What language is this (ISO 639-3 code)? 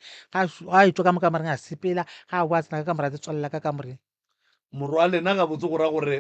nso